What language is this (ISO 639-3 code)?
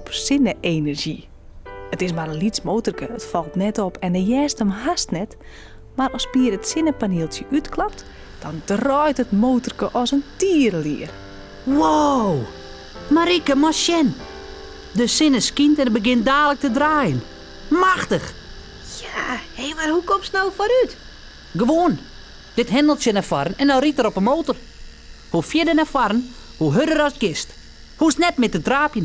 fry